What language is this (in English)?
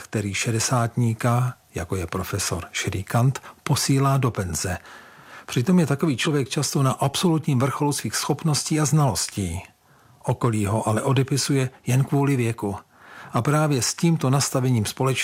Czech